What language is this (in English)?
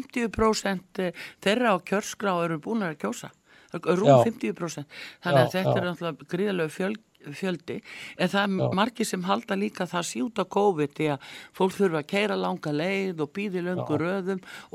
Icelandic